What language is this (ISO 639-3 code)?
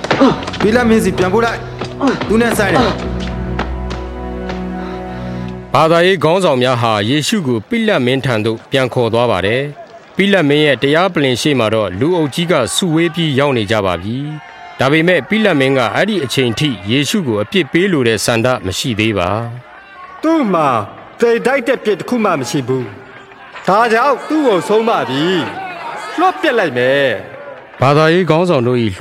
mya